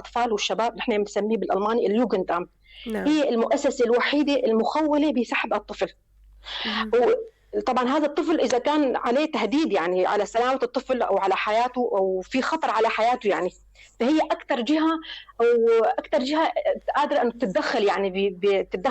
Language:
North Levantine Arabic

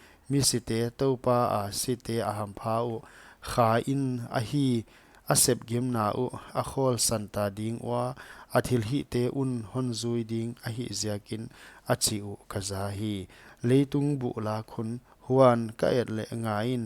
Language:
Paite Chin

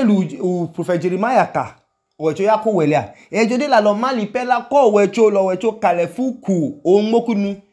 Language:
Idoma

